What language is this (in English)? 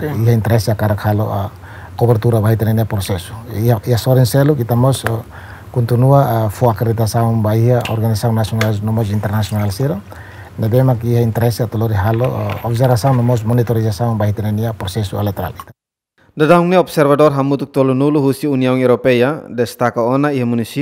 Tetum